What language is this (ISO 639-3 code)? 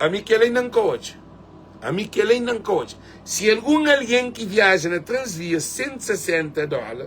kea